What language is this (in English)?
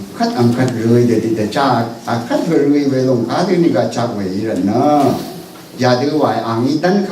Rawang